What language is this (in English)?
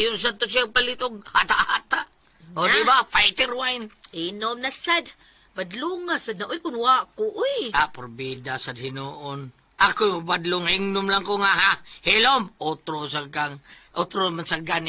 Cebuano